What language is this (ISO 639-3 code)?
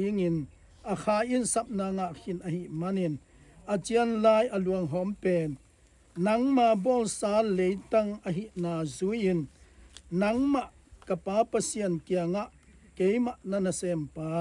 ctd